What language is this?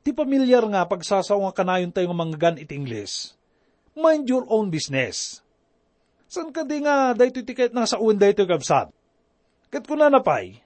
Iloko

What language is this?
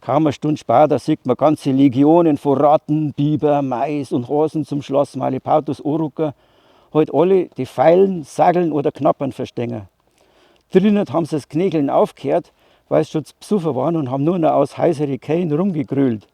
Bavarian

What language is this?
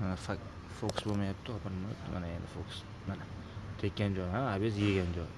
Uzbek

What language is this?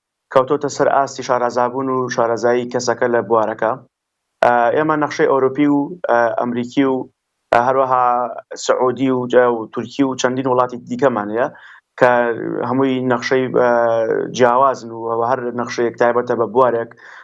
Central Kurdish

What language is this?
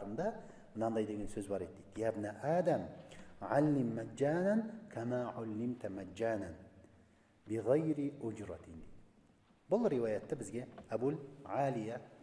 Kazakh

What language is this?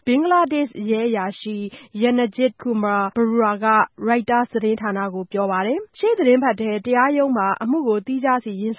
Burmese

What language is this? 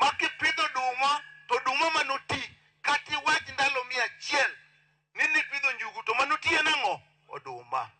Luo (Kenya and Tanzania)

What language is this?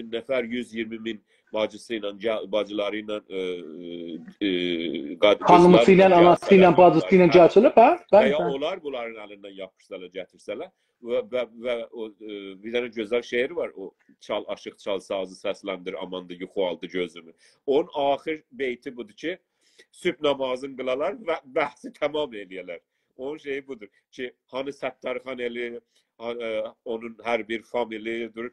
South Azerbaijani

